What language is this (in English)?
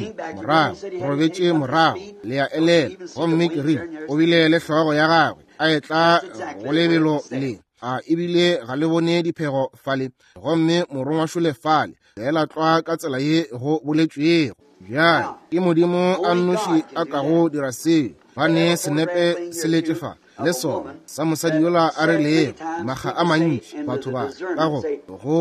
Northern Sotho